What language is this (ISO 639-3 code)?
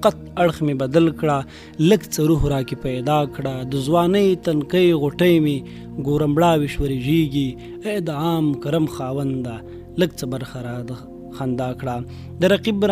pus